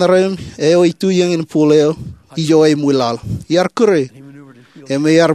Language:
Marshallese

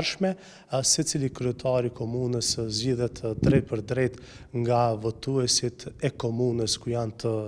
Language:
Albanian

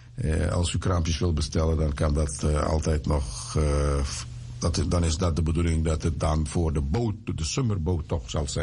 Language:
Dutch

